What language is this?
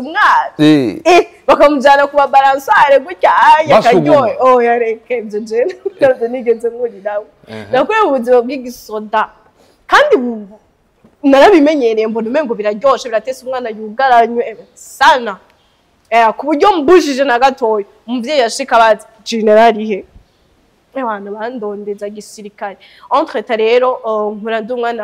Rundi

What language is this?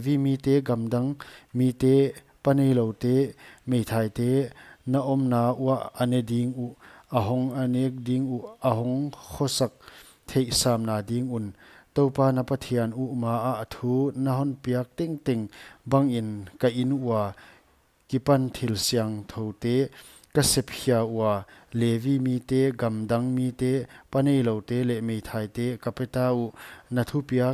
Paite Chin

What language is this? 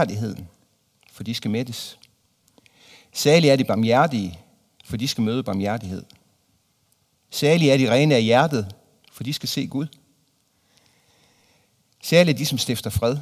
Danish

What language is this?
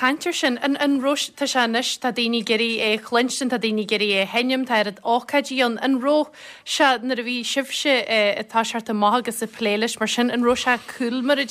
Irish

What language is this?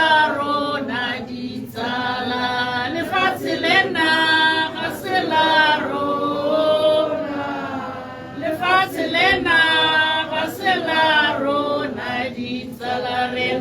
Tswana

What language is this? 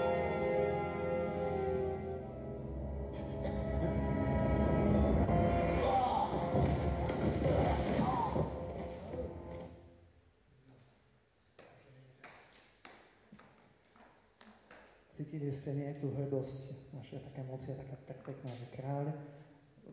Slovak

